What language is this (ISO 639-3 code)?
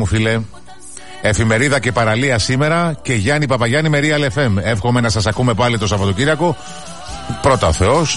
ell